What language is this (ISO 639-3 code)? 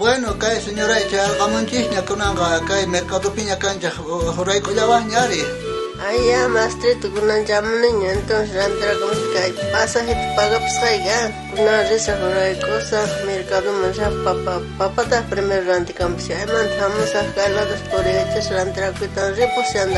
quh